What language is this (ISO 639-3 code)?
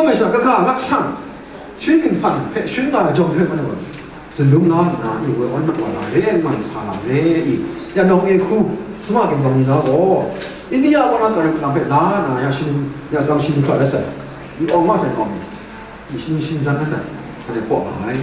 kac